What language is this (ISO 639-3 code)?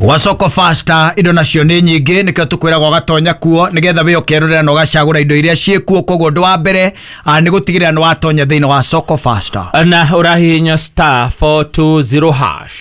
kik